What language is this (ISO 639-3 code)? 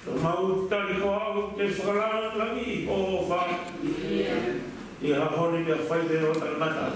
ton